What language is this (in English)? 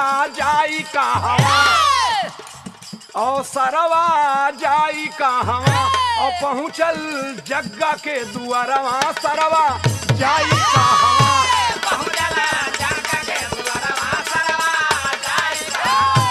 Bhojpuri